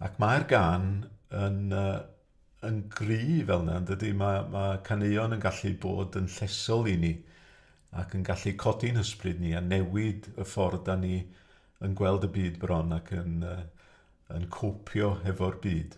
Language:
Welsh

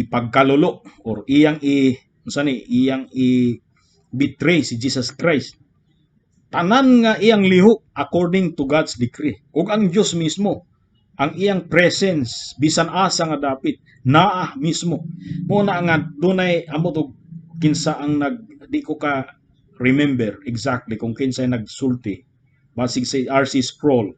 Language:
Cebuano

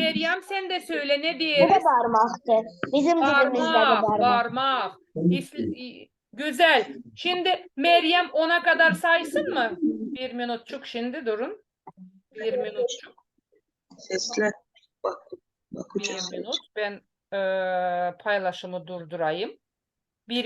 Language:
Gagauz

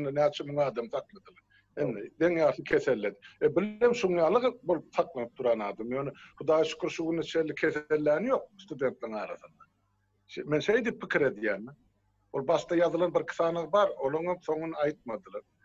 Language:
Turkmen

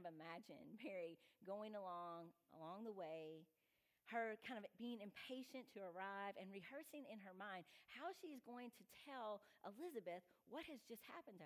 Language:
English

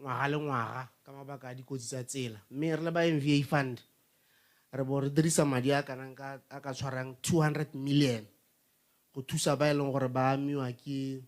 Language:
Tswana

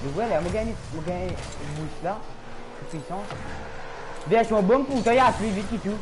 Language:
Morisyen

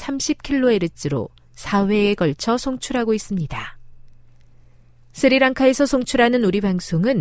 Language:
Korean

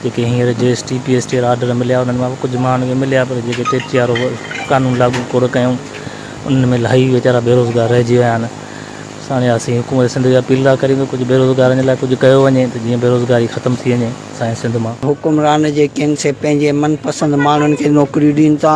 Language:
Sindhi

